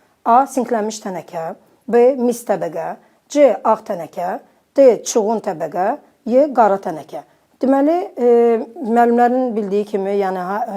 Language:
Azerbaijani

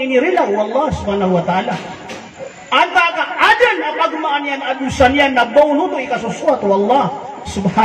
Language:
Maranao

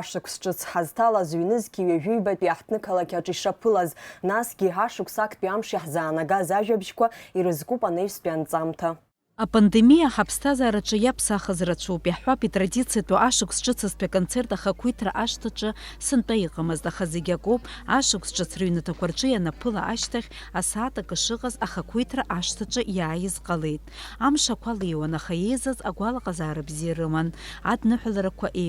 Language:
Abkhazian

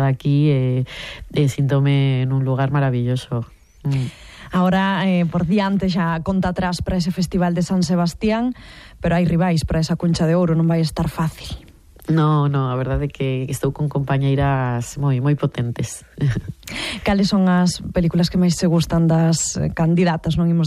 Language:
Galician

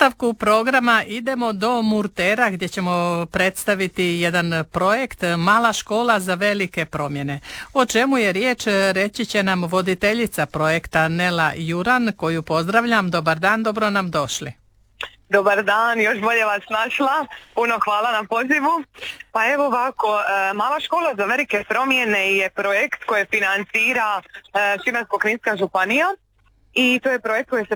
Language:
Croatian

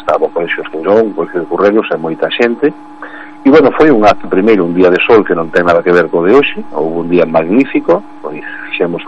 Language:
Galician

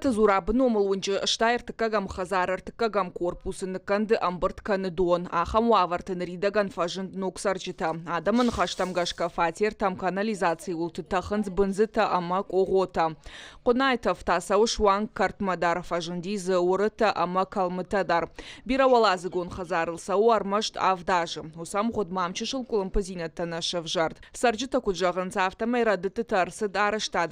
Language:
Ossetic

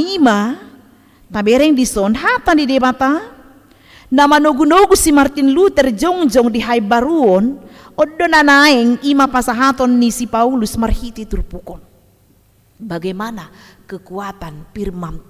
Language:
Batak Toba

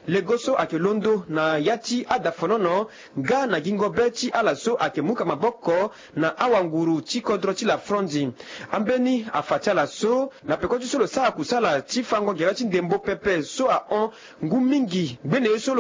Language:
Sango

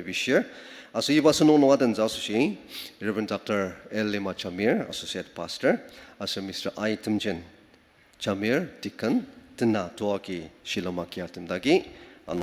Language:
Ao Naga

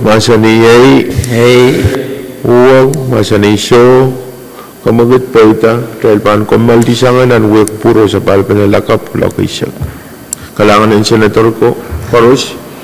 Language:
Pohnpeian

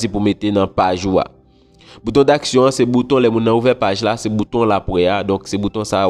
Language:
Haitian Creole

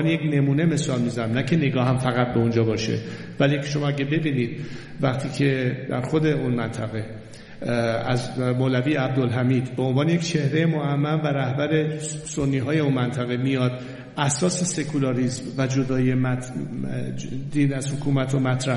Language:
Persian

